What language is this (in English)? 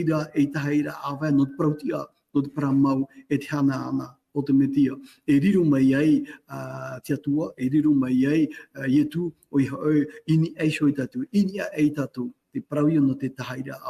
Tahitian